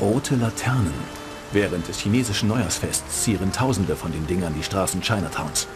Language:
Bavarian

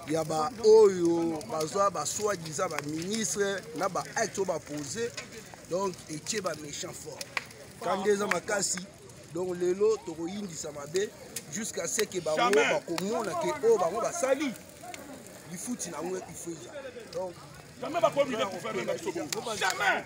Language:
Lingala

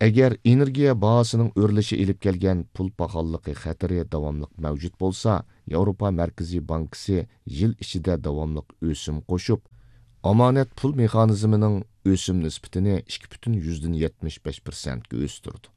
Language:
Uyghur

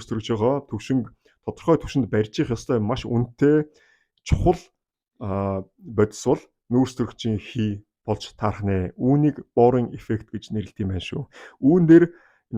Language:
Mongolian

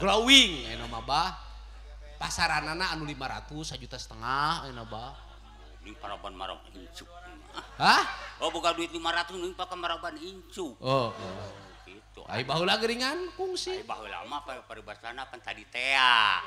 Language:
Sundanese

